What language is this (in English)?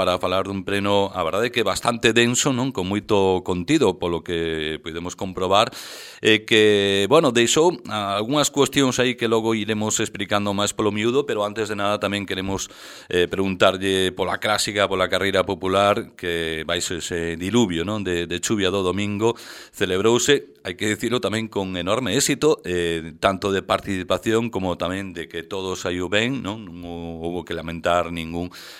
Galician